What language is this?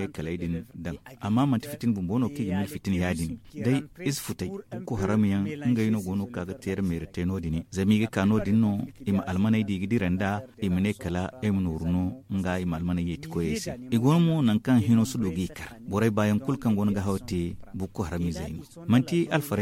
Zarma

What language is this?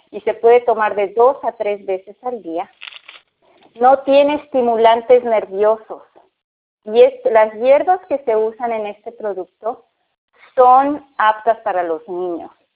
Spanish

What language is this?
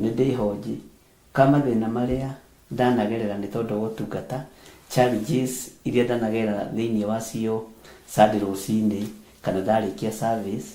Kikuyu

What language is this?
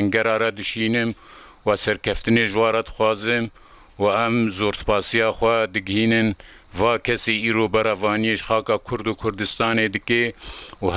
Kurdish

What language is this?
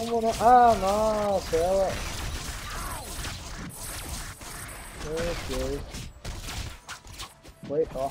Portuguese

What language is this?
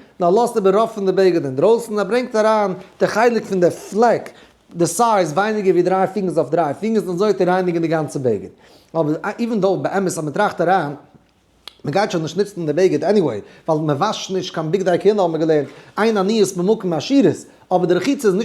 Yiddish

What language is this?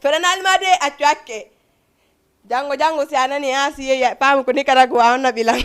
Fula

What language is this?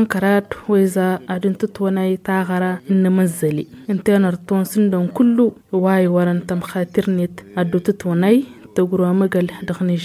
Tamasheq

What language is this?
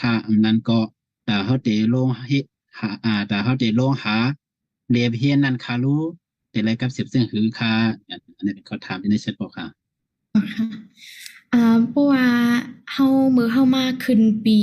Shan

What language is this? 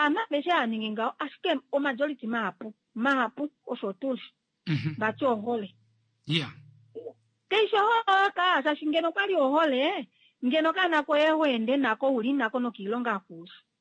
Kuanyama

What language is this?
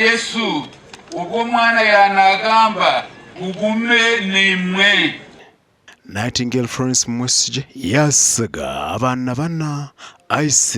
Nyankole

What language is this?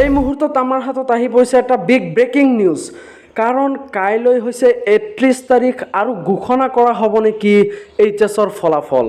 Assamese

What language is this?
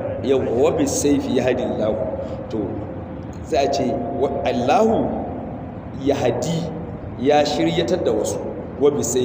Hausa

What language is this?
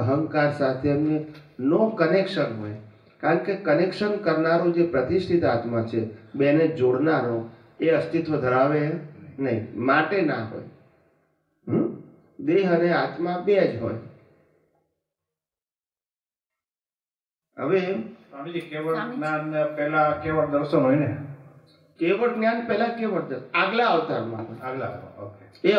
Gujarati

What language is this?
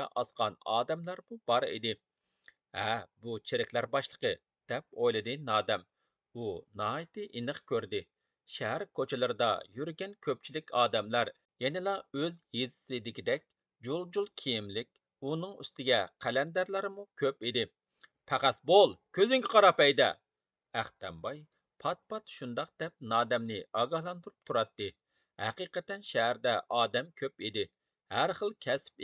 Uyghur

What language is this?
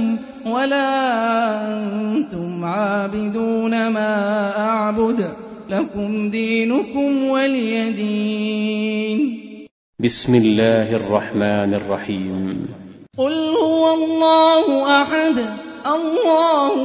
Arabic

